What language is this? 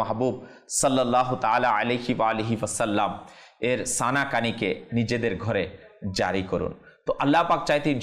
Bangla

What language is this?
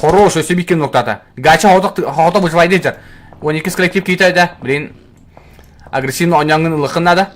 Yakut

